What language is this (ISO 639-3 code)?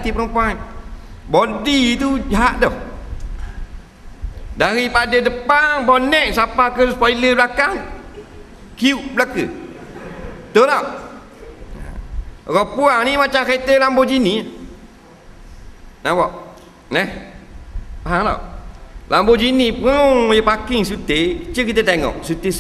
msa